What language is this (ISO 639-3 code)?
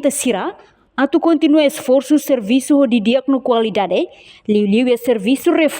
tet